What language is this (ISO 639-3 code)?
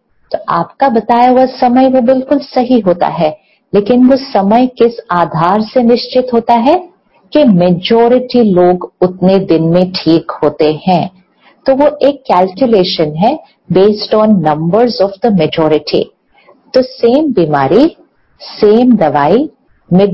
hin